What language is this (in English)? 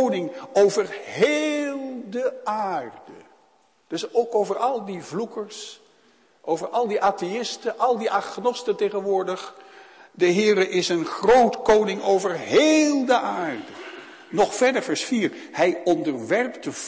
Dutch